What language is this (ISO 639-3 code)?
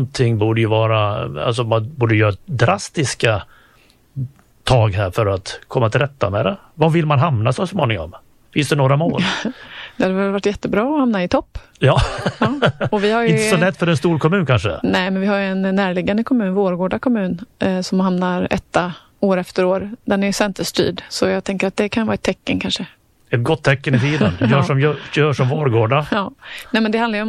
swe